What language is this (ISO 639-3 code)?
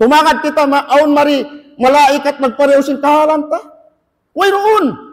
tsg